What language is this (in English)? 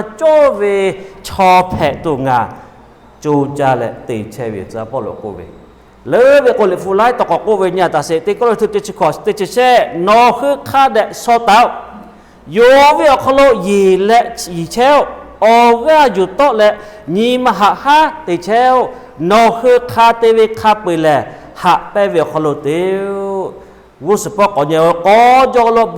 Lahu